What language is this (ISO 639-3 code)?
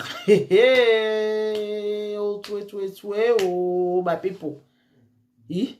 pcm